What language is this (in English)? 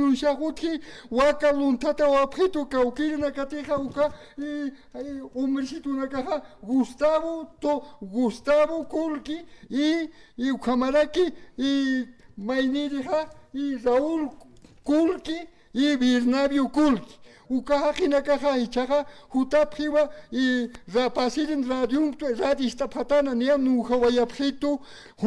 Aymara